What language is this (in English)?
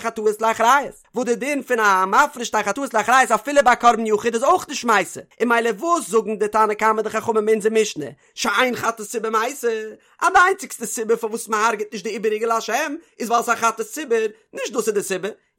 Yiddish